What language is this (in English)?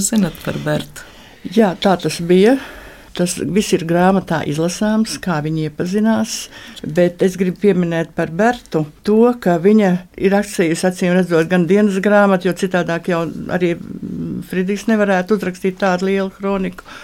Latvian